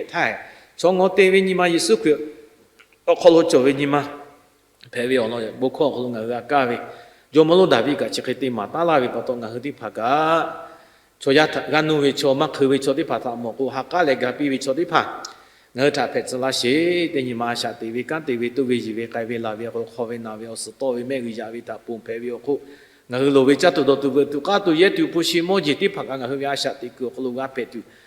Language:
Lahu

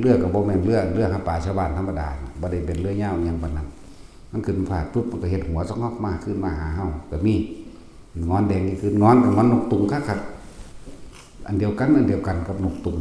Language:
Northeastern Thai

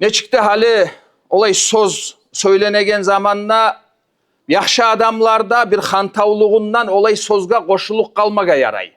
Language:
Kumyk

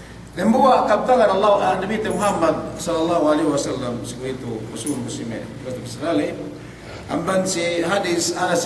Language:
Yakan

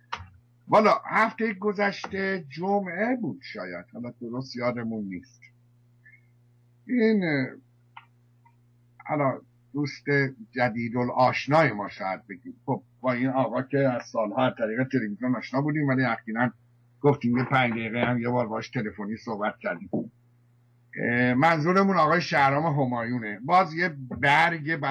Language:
Persian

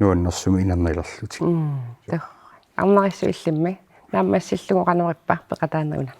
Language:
Kalaallisut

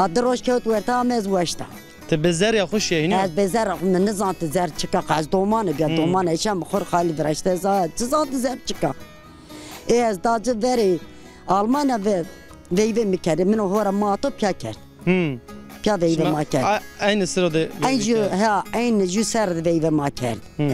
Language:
Zaza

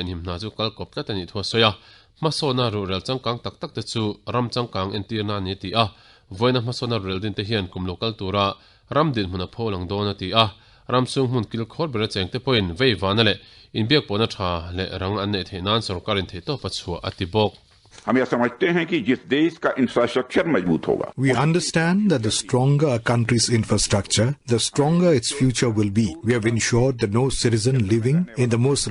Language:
Mizo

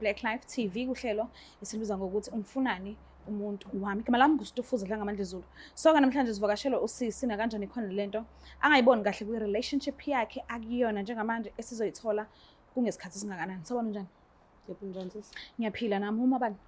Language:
Zulu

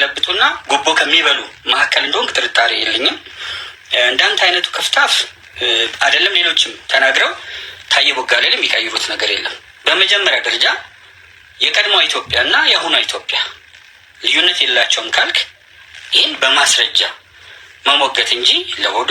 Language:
Amharic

